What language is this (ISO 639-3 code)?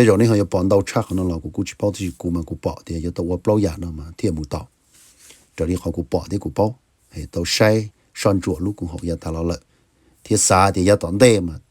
hmn